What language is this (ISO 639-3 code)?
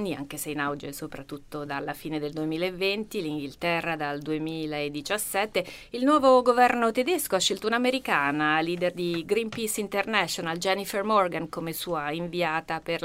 ita